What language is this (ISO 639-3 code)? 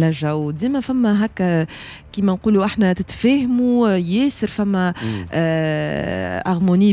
aeb